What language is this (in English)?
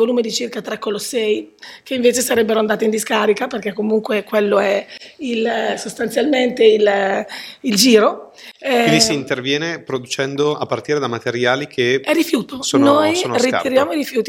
Italian